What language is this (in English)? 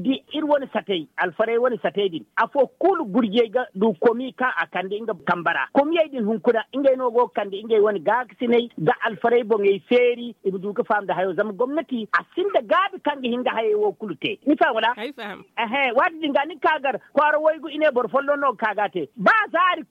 Zarma